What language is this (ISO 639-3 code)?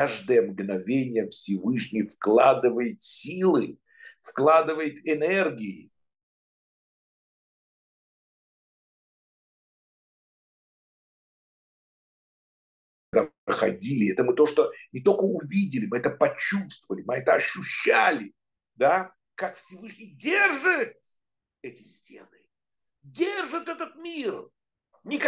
rus